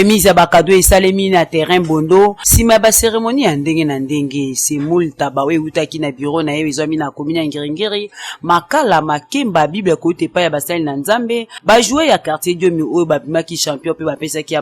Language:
Lingala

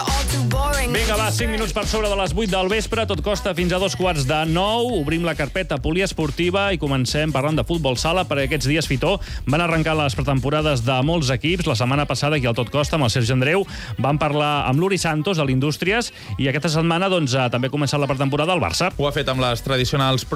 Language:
Catalan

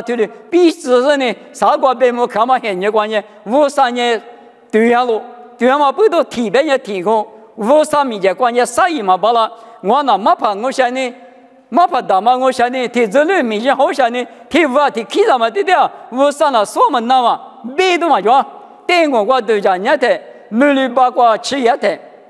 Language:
Lisu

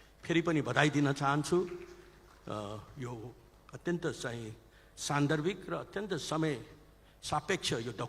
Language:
Nepali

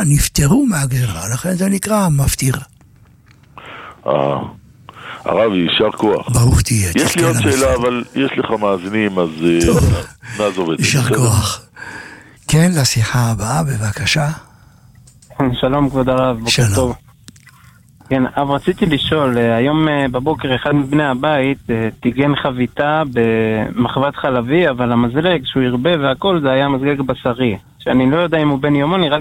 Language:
Hebrew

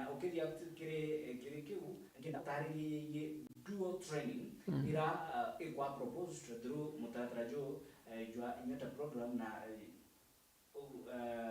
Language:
Meru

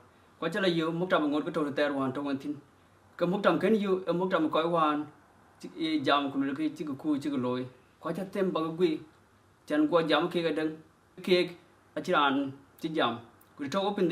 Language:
Dinka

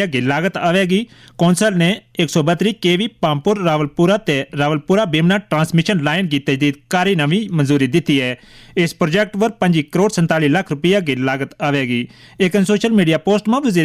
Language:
Gujari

